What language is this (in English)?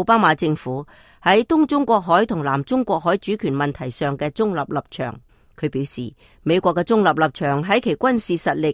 Cantonese